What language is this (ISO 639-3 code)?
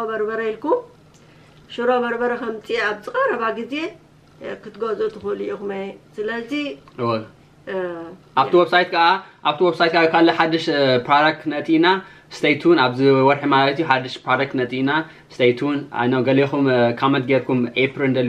tir